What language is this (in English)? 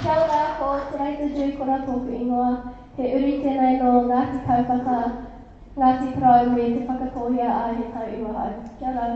Māori